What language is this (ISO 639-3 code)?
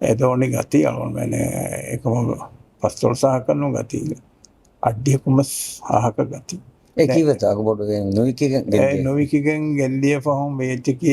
div